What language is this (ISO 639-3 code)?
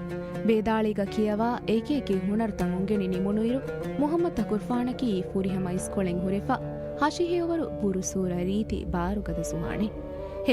div